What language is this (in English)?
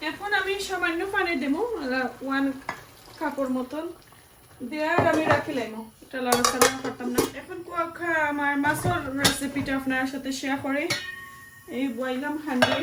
Sylheti